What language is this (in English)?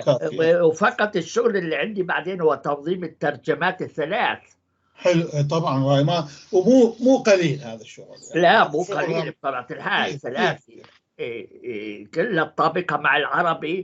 North Levantine Arabic